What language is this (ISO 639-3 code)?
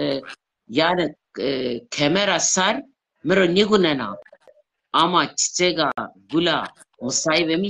zza